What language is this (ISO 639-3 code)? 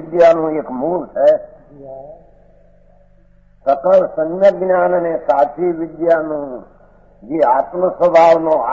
guj